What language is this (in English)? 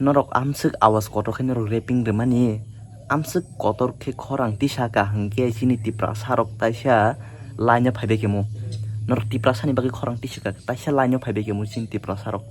Kok Borok